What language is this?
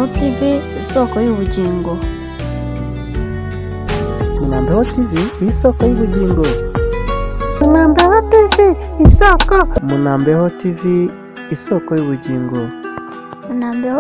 Kinyarwanda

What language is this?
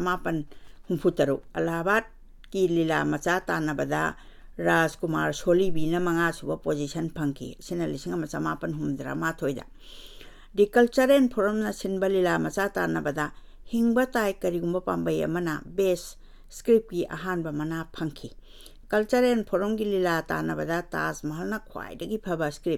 Manipuri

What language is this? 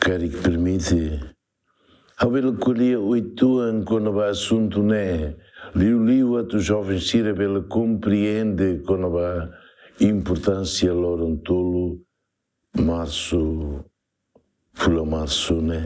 Tetum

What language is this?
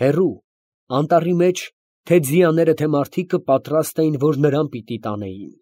Armenian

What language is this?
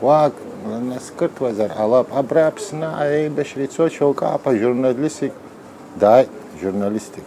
Abkhazian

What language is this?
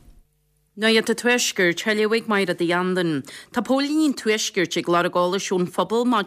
Irish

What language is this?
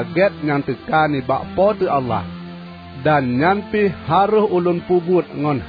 Achinese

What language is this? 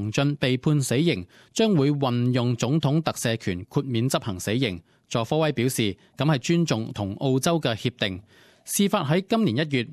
Cantonese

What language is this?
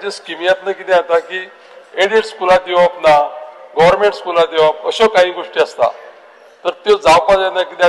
Konkani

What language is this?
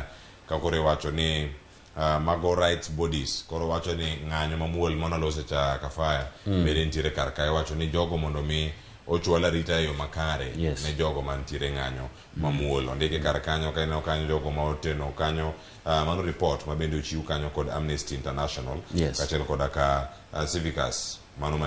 Luo (Kenya and Tanzania)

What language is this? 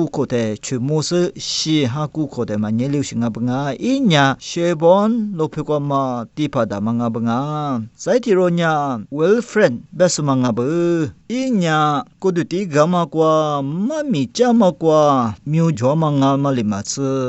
Lisu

